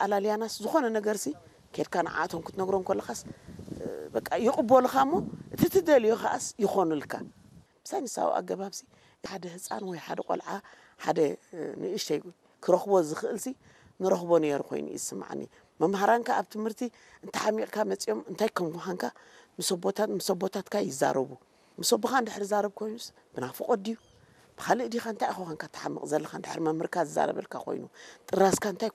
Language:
Tigrinya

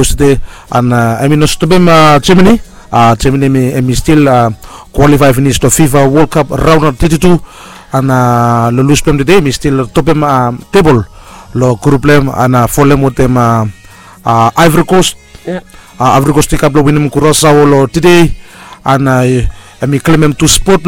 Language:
Bislama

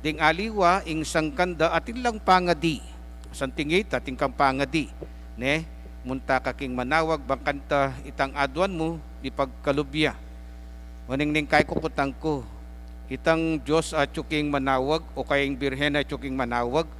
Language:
Pampanga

